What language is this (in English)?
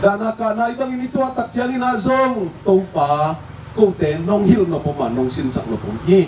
Tedim Chin